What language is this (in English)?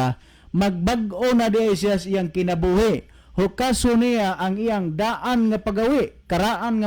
Cebuano